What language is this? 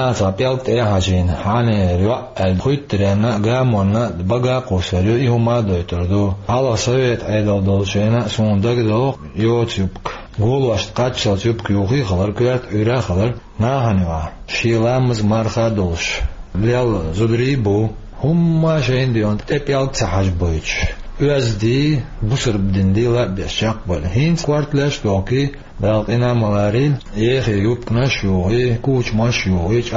Chechen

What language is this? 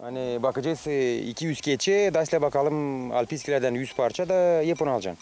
Gagauz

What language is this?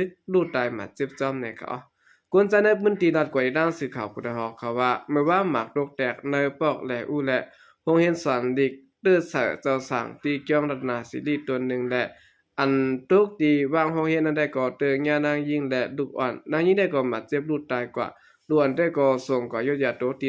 Shan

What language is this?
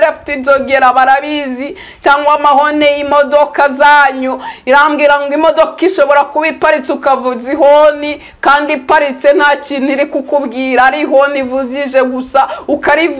Kinyarwanda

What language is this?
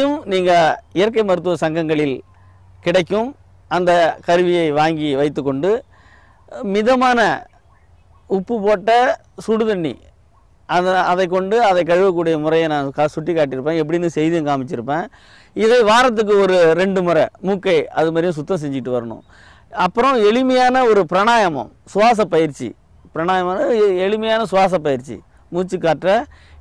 Tamil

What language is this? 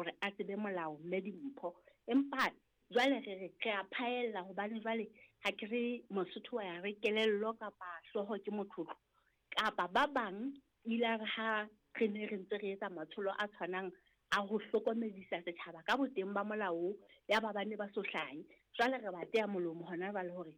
Southern Sotho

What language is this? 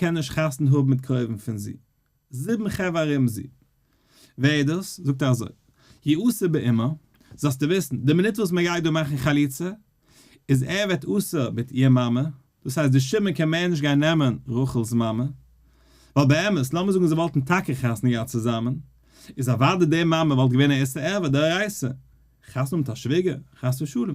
Yiddish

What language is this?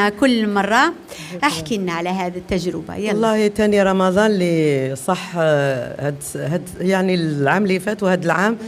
Algerian Arabic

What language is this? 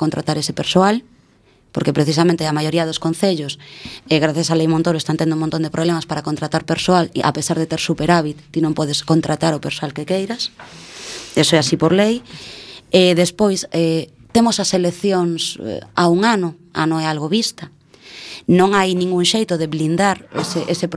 Galician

